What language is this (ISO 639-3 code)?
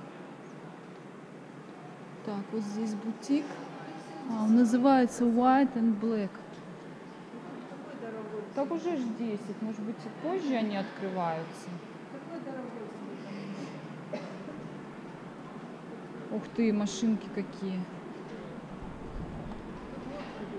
rus